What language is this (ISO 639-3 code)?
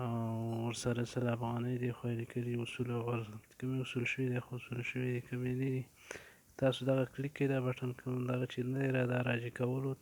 pus